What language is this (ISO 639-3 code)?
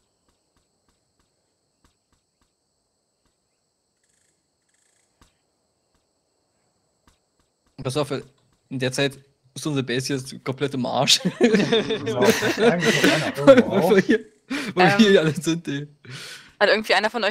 deu